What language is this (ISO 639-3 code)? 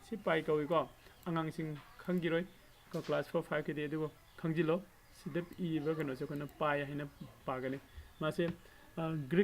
mni